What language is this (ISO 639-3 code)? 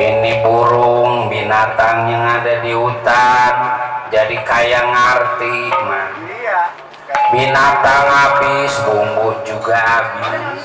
bew